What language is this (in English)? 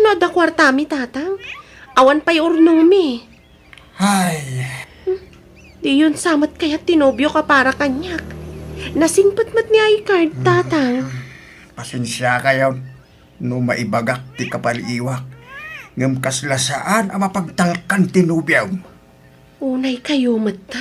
Iloko